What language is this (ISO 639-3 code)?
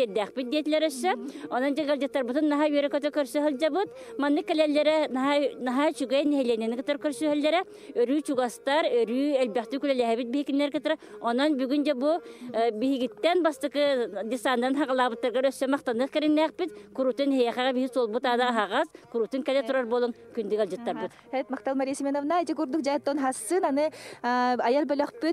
sah